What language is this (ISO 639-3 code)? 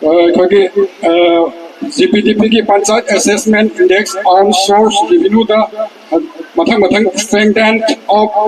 mni